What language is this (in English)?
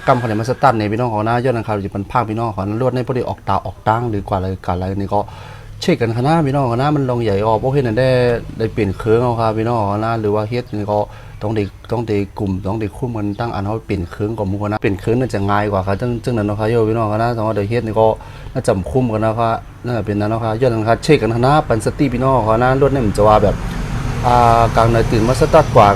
Shan